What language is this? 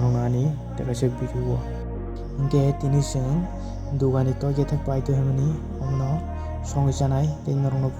Kok Borok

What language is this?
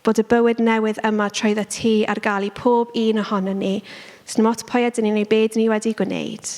Welsh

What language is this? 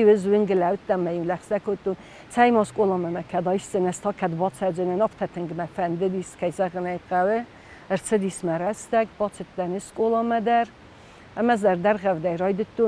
Ossetic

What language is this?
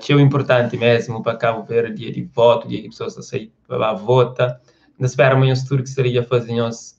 Kabuverdianu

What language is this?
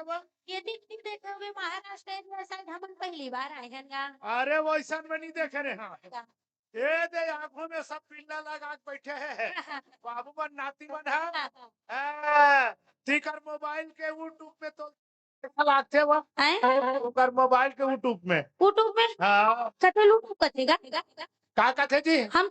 Chhattisgarhi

